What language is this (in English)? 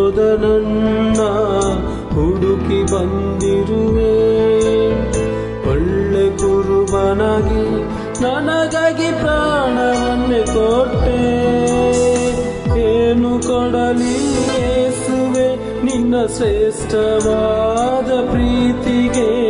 Kannada